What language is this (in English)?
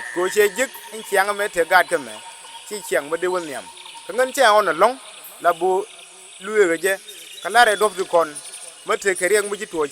Nuer